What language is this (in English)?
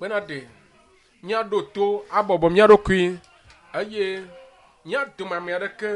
Ewe